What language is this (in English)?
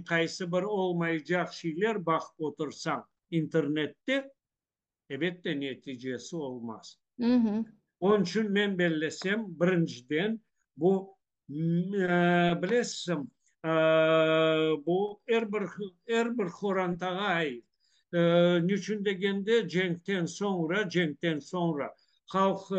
Crimean Tatar